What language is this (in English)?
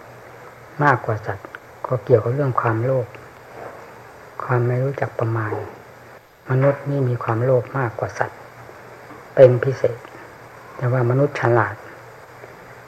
Thai